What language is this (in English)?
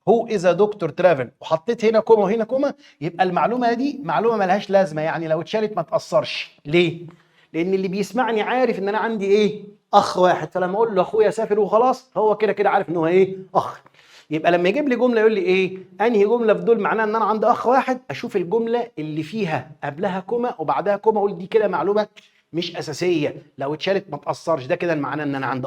Egyptian Arabic